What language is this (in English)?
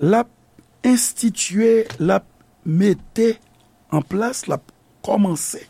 Haitian Creole